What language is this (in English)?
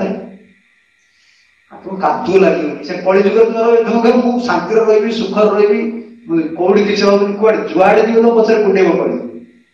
Odia